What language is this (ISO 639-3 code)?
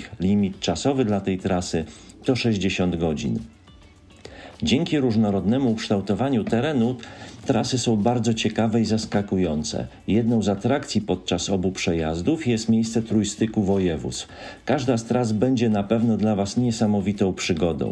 pol